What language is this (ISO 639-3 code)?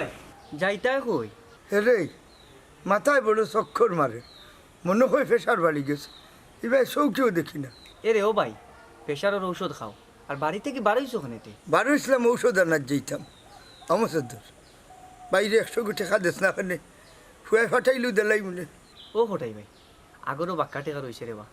syl